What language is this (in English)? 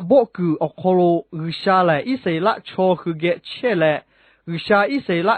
Lahu